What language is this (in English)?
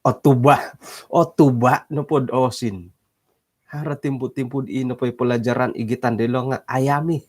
Central Dusun